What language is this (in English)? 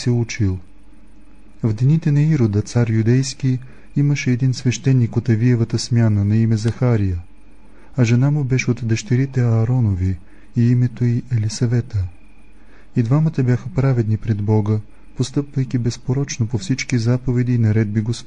Bulgarian